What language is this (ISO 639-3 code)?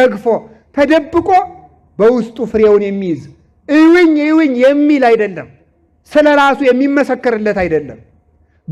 amh